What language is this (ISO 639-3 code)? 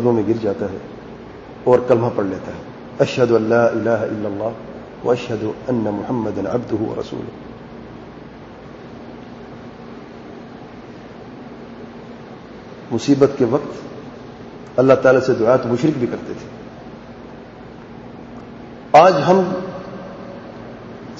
urd